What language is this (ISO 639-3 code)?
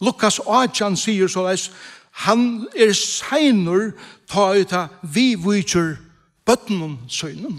fao